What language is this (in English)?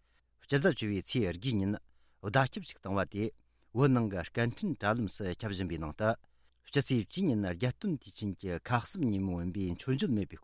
Tibetan